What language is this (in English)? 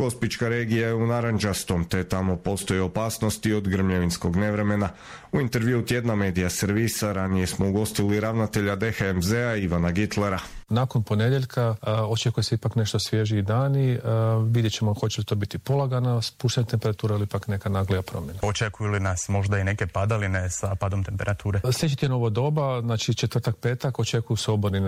Croatian